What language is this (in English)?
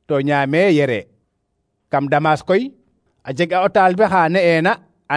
Serer